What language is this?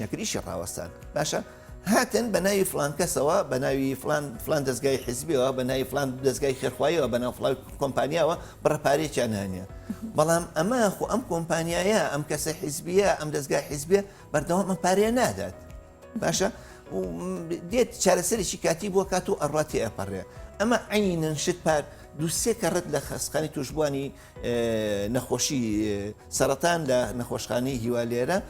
Central Kurdish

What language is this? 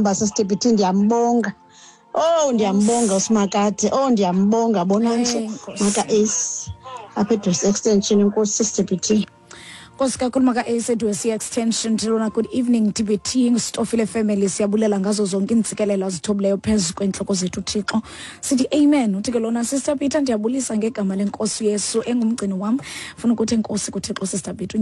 Xhosa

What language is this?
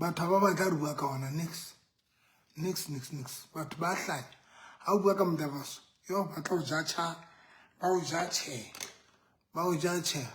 Southern Sotho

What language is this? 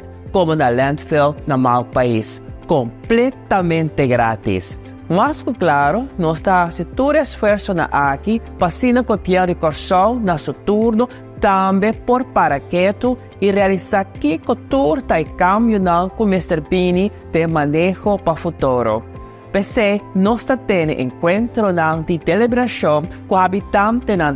Papiamento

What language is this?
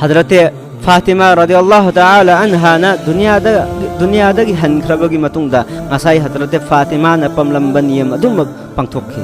Manipuri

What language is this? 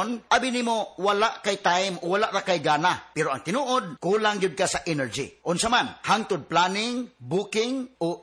Cebuano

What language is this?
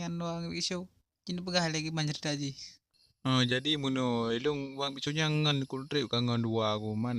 Achinese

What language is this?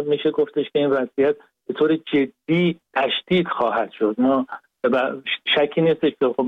Persian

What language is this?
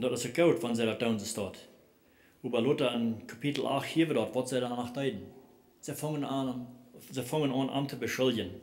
Plautdietsch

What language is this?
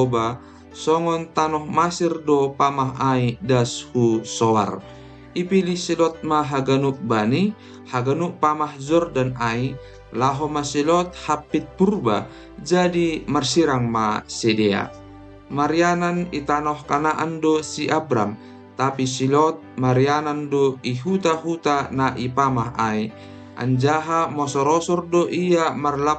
Batak Simalungun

